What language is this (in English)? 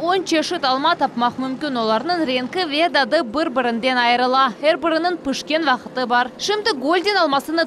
Crimean Tatar